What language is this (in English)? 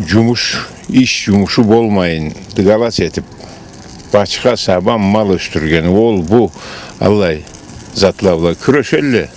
Karachay-Balkar